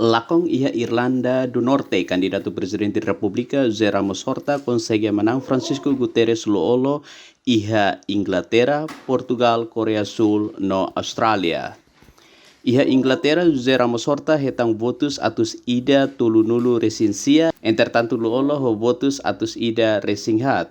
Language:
Tetum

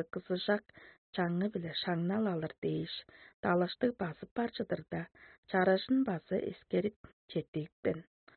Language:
Tuvinian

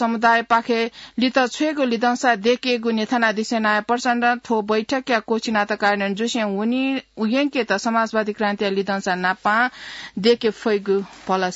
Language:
Newari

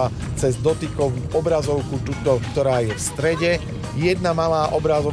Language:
Slovak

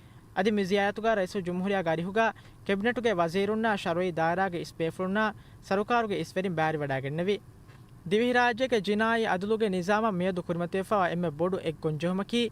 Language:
Divehi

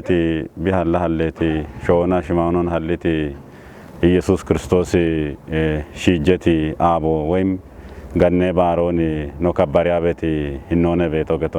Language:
Kafa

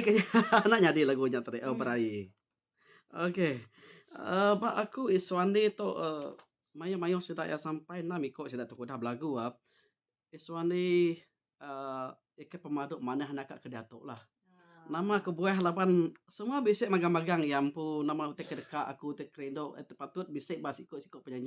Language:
Iban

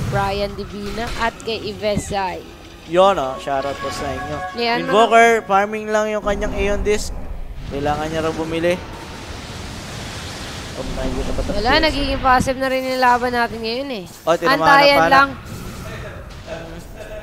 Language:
Filipino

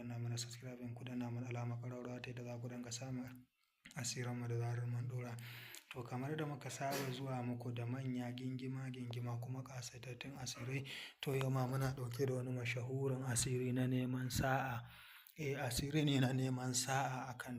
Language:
Hausa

